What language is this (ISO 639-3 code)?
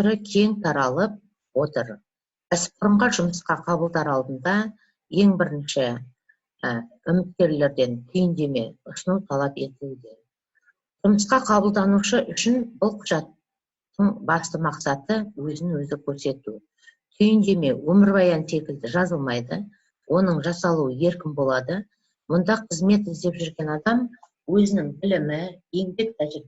kaz